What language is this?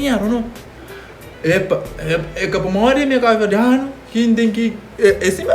Kabuverdianu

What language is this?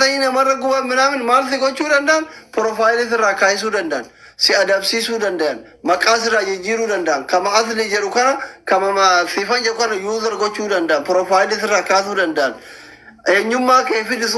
Oromo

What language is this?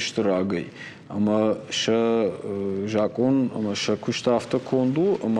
Ossetic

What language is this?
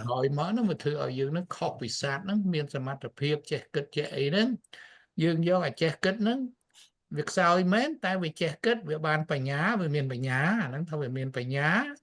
Khmer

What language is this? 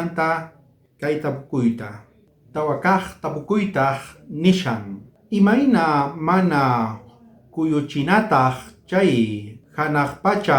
South Bolivian Quechua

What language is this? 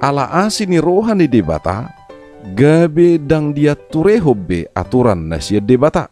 Batak Toba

